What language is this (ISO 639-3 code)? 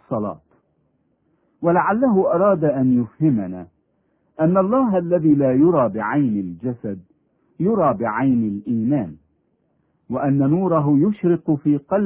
ara